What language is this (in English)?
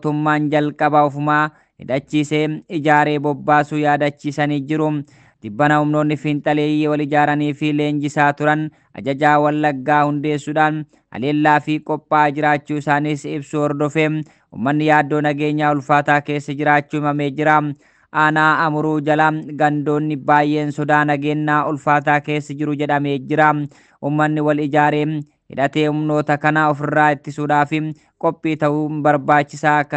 Oromo